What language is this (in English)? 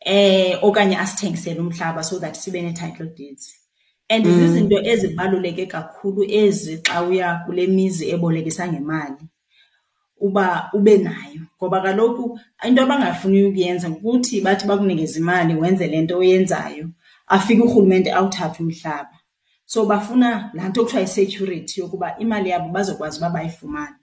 Xhosa